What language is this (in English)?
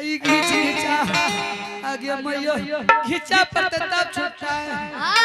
Angika